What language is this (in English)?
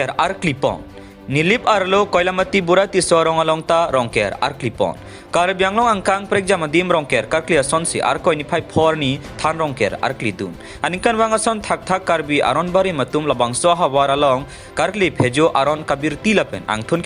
Karbi